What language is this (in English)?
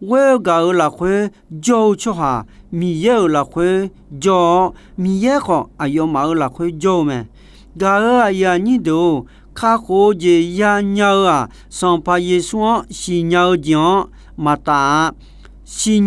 Akha